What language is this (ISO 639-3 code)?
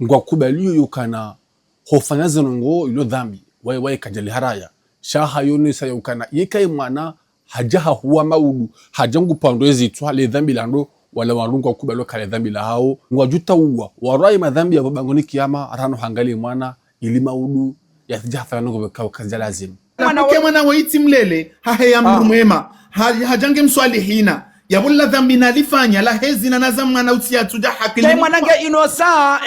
zdj